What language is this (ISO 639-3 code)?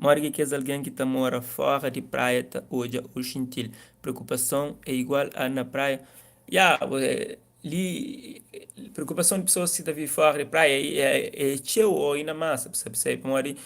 kea